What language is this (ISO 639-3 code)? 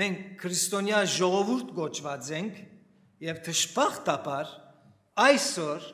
hyw